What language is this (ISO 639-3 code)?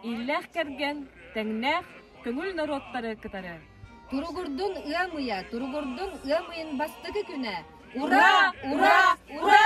sah